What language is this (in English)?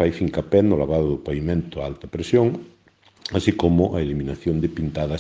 Galician